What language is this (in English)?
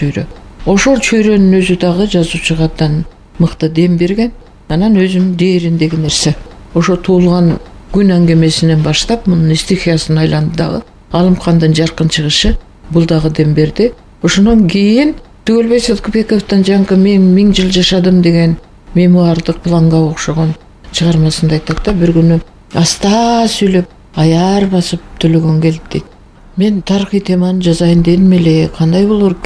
Kyrgyz